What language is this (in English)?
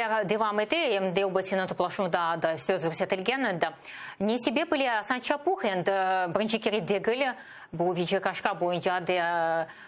Crimean Tatar